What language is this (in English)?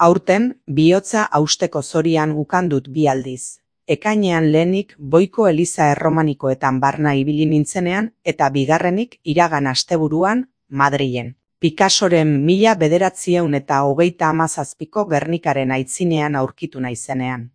Basque